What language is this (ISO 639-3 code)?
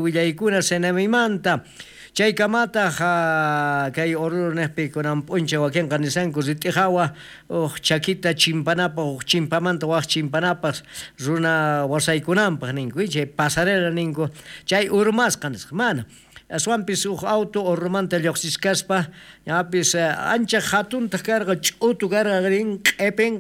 quh